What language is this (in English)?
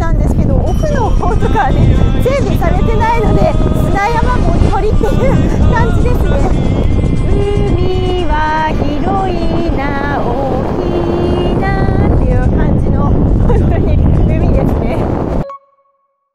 Japanese